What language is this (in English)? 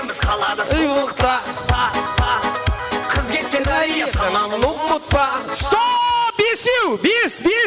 Kara-Kalpak